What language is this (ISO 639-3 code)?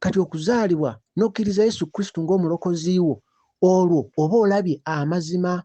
lug